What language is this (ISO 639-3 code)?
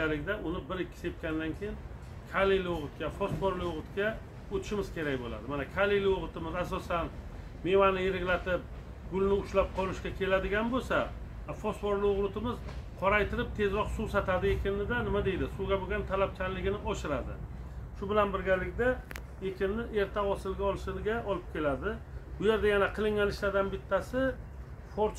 uzb